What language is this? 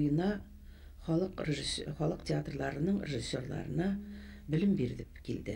Bashkir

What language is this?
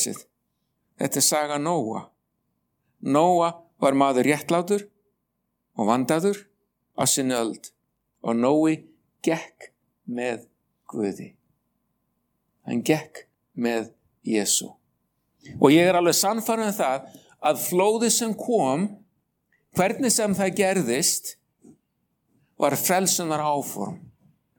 Icelandic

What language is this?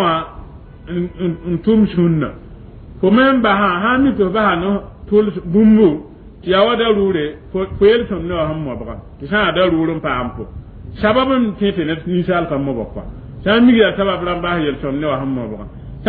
Mossi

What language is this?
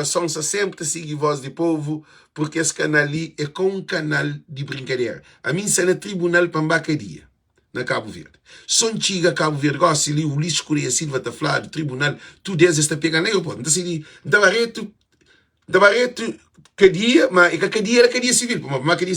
Kabuverdianu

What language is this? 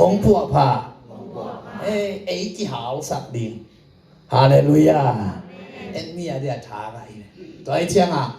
Tedim Chin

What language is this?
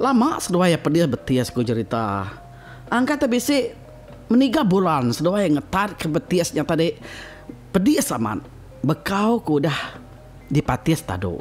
Iban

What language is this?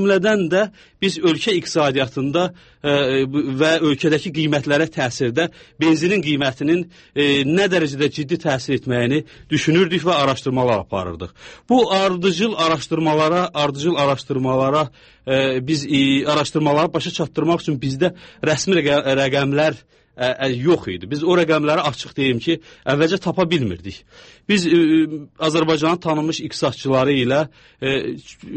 Azerbaijani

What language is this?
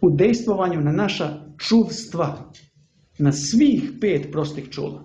Serbian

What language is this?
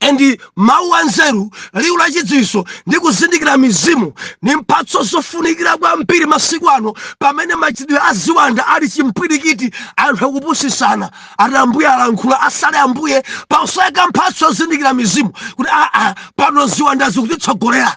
Nyanja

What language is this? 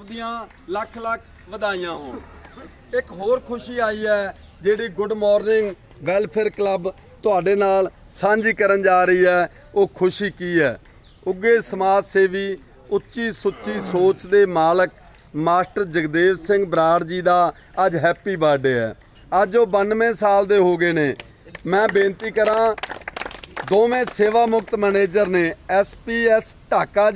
Punjabi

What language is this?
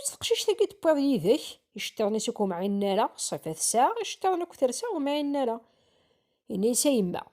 Kabyle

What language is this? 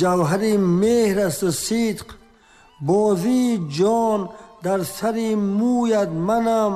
Tajik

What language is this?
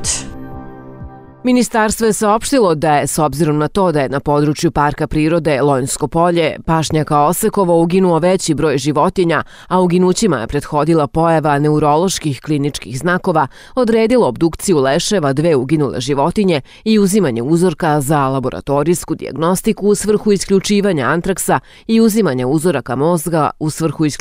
Serbian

